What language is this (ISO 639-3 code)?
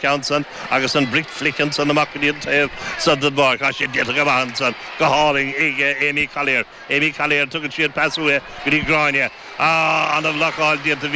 gle